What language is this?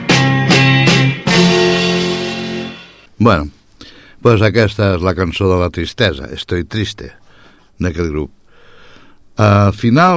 Catalan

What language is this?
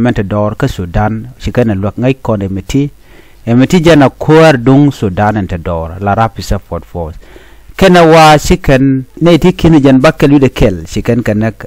Nuer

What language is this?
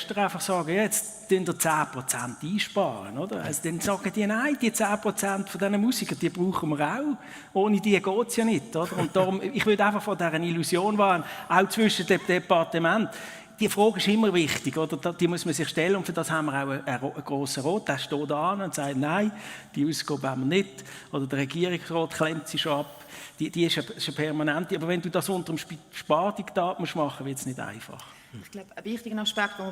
Swiss German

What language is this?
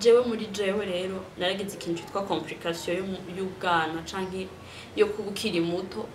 Rundi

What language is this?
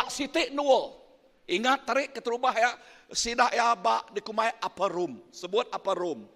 Iban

